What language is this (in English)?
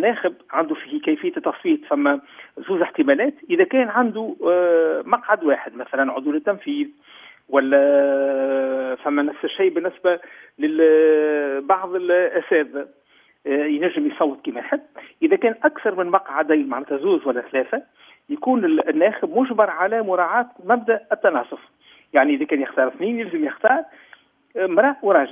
Tunisian Arabic